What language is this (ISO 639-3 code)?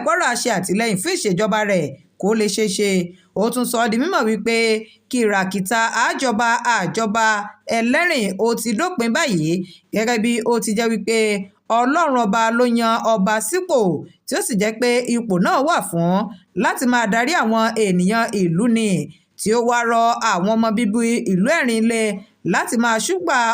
yor